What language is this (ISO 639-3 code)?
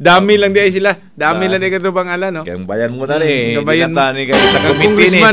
ceb